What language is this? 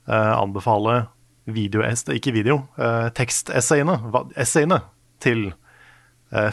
Norwegian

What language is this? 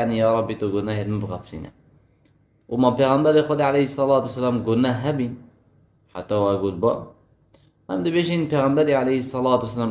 Kurdish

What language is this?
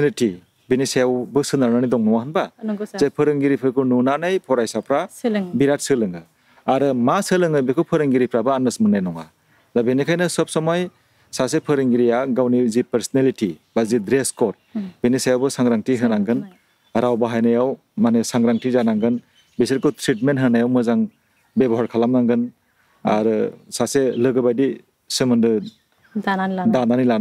Bodo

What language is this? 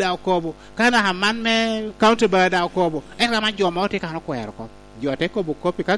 Lango (Uganda)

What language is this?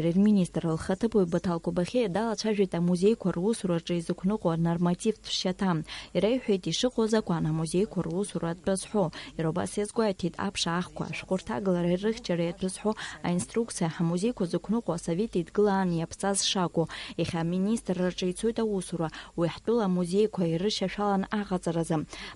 Abkhazian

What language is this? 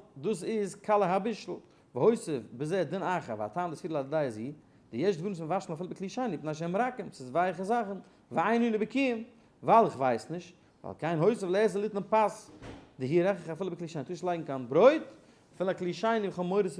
Yiddish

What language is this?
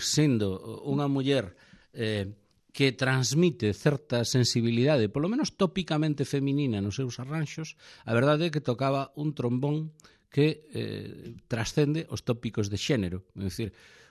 Galician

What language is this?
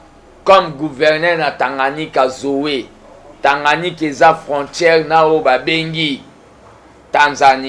Lingala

